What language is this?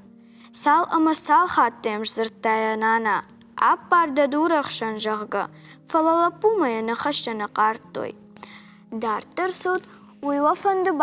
Ossetic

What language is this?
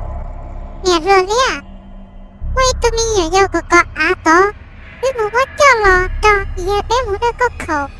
Hmong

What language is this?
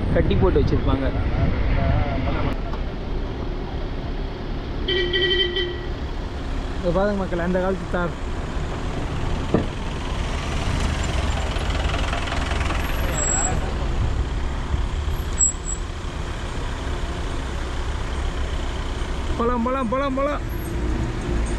Tamil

